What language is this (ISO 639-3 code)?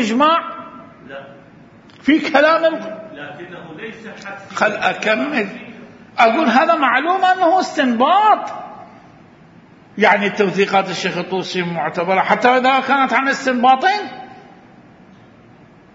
ara